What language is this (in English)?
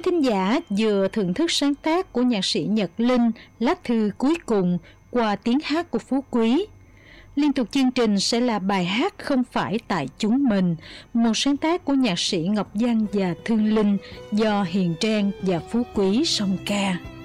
Vietnamese